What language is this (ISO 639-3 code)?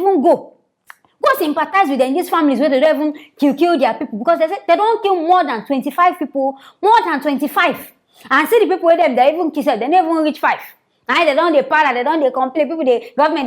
pcm